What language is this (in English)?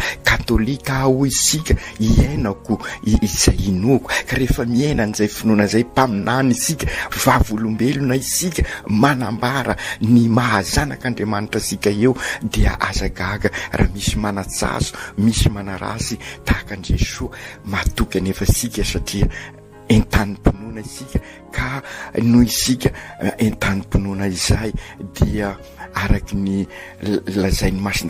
Malagasy